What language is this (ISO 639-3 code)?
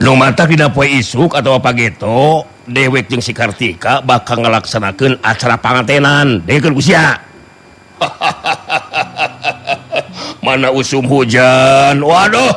sun